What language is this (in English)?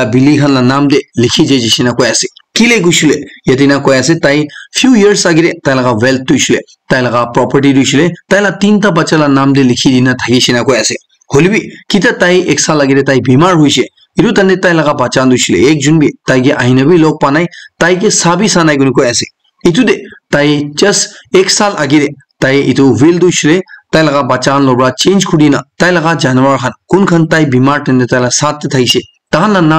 Naga Pidgin